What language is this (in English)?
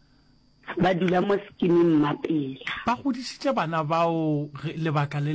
Northern Sotho